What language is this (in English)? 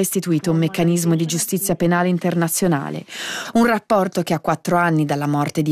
Italian